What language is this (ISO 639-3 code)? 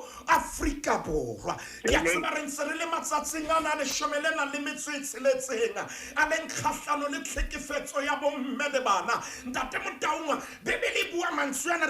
sot